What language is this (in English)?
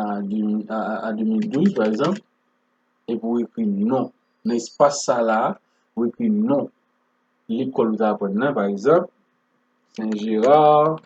Haitian Creole